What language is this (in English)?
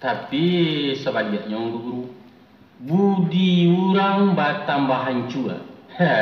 Minangkabau